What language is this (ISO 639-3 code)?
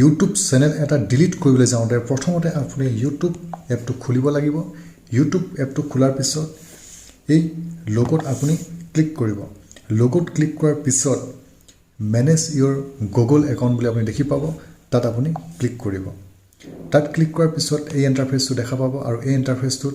asm